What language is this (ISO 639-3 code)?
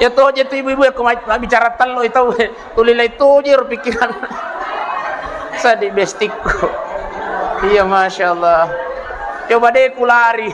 bug